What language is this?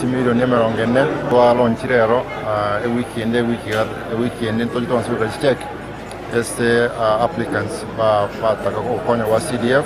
Gusii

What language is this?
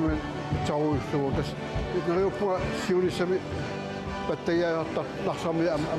Kalaallisut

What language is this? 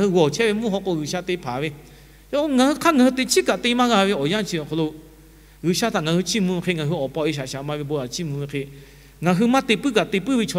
Lahu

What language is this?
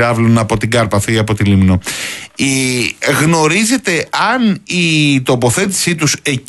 Greek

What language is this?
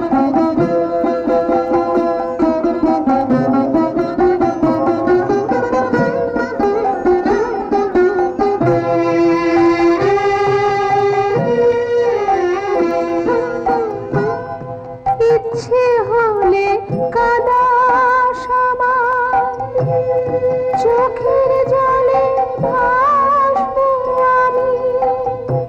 Bangla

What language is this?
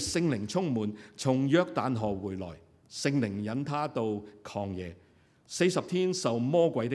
Cantonese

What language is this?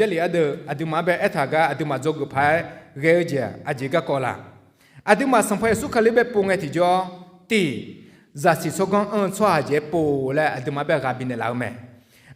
Akha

